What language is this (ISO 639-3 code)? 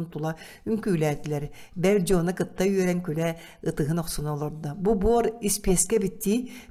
sah